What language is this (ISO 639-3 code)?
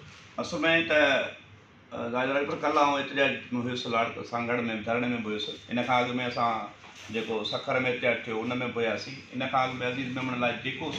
snd